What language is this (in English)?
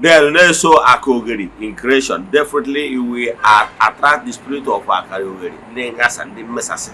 Igbo